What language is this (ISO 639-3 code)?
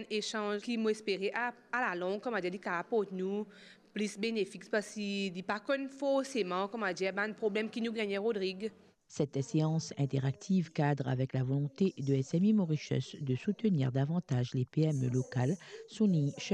mfe